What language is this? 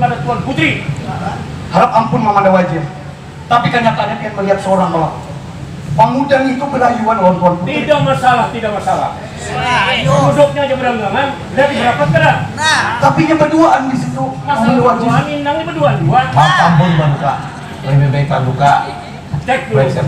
Banjar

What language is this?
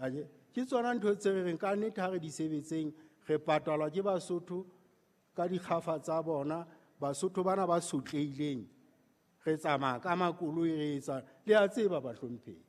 Southern Sotho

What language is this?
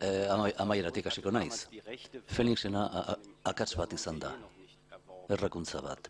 Basque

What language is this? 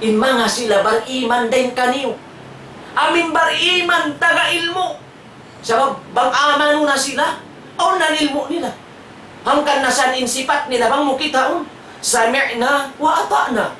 Tausug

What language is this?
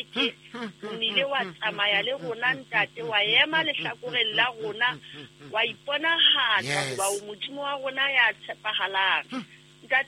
Southern Sotho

